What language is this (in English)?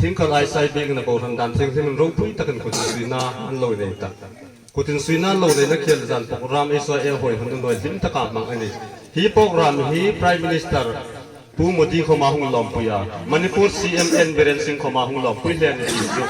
Hmar